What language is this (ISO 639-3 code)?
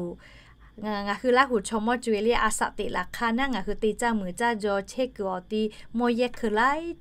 lhu